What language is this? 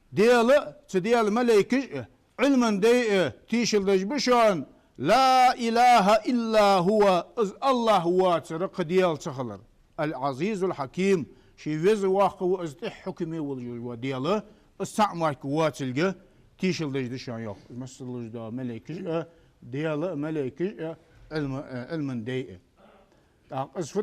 Ingush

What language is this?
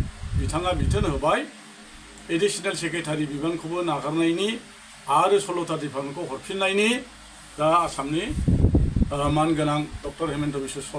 Bodo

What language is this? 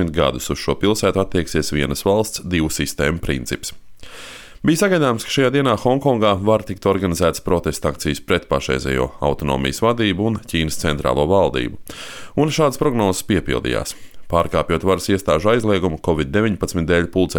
Latvian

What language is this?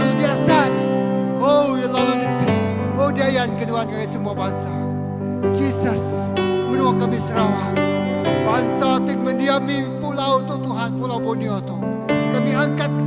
Iban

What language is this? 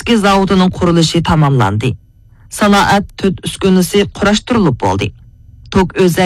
Uyghur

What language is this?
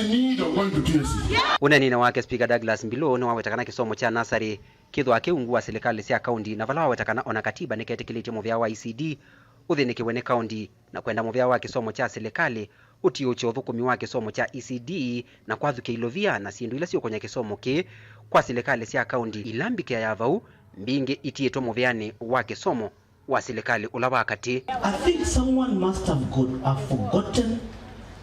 Kamba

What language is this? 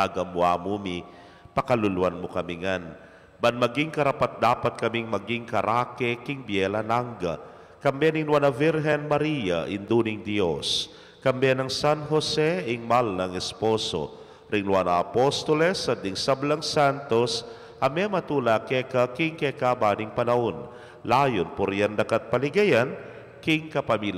Pampanga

